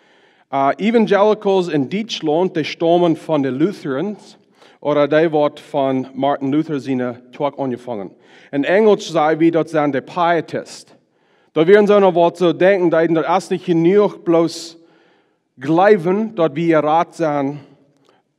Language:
Plautdietsch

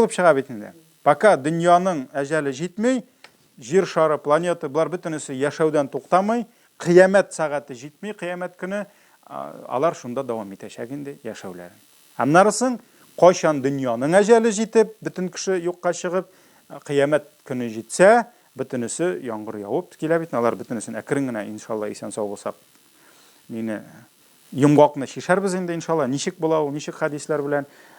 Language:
Tatar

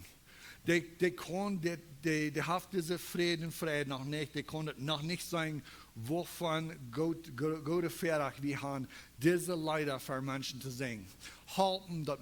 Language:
Plautdietsch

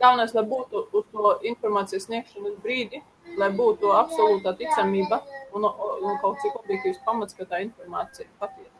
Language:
Latvian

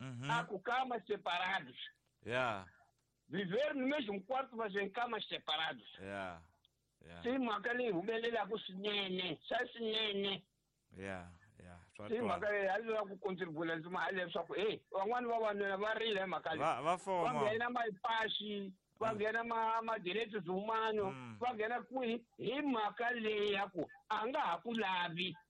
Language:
Tsonga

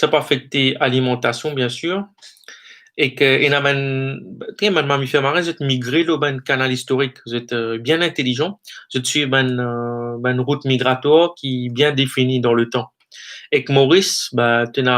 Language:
Morisyen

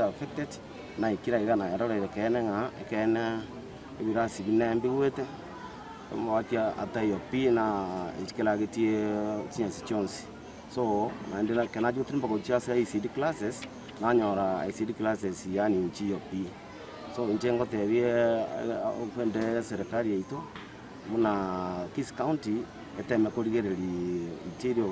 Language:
Gusii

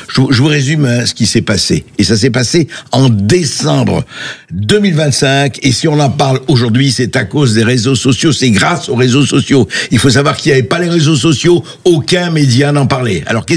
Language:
French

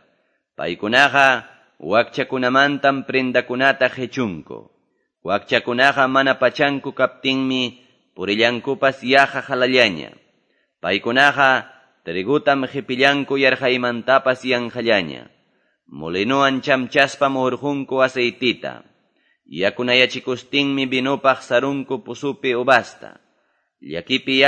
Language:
Quechua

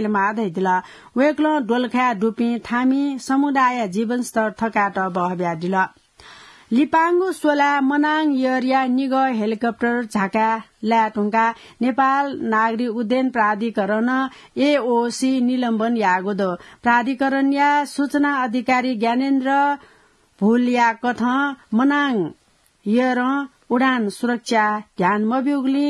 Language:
Newari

